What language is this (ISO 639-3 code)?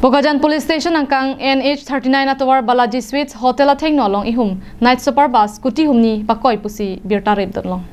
mjw